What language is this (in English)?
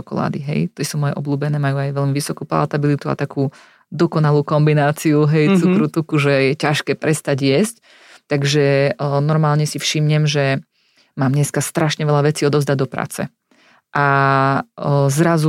Slovak